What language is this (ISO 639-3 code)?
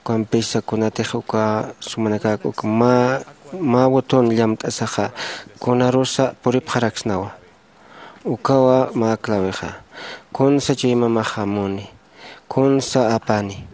aym